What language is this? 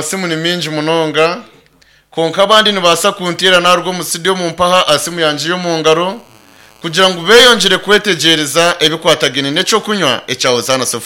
Nyankole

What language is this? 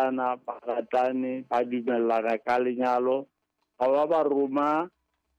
Southern Sotho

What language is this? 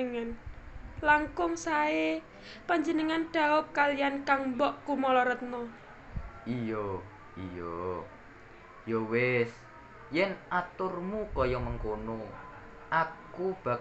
Javanese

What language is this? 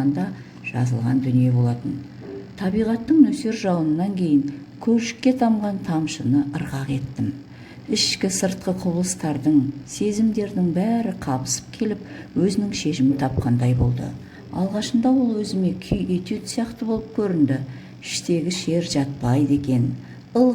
Kazakh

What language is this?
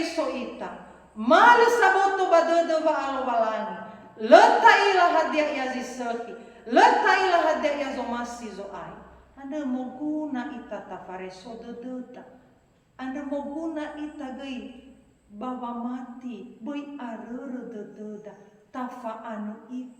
Nias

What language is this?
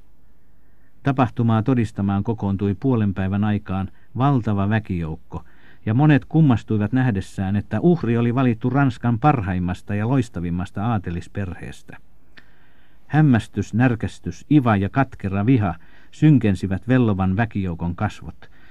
Finnish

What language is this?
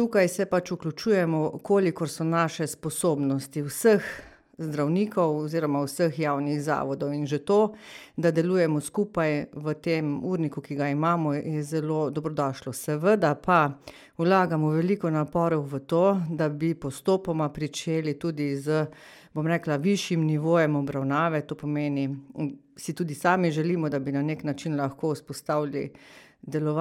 Slovenian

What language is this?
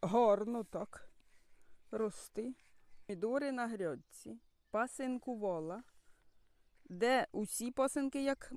Ukrainian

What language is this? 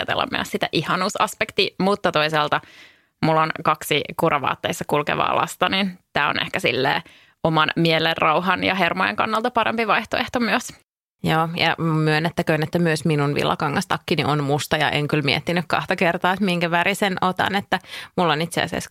Finnish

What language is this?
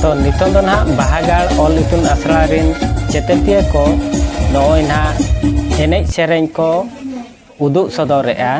Santali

